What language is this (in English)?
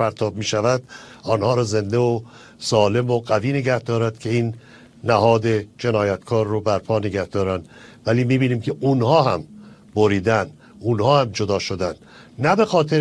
Persian